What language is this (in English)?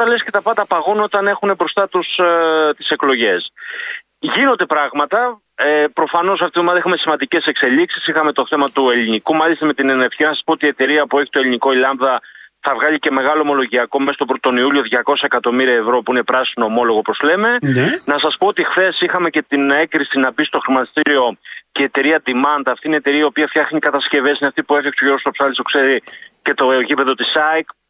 Greek